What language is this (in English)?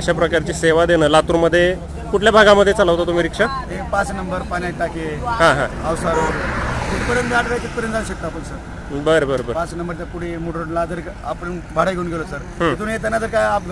Marathi